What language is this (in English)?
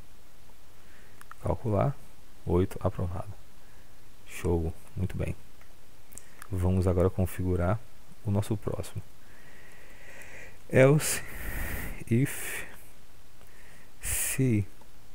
Portuguese